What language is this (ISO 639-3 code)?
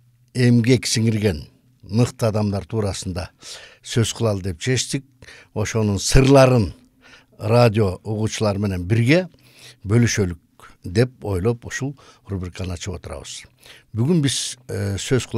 kir